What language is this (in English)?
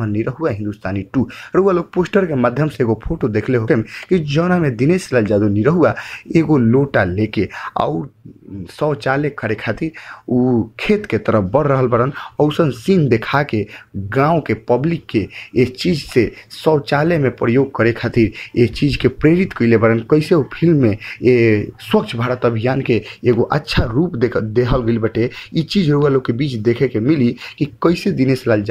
Bhojpuri